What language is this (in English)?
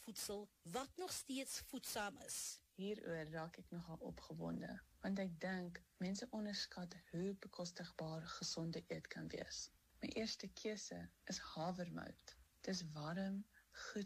Afrikaans